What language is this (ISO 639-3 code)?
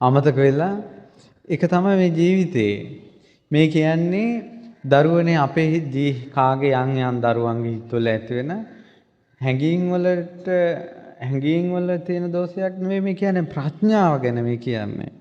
sin